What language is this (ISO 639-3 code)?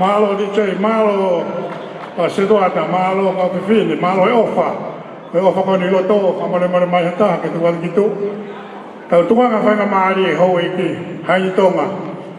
ton